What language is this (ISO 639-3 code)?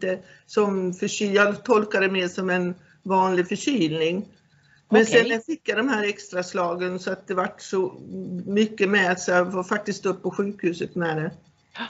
swe